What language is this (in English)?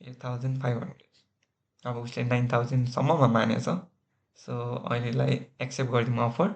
Nepali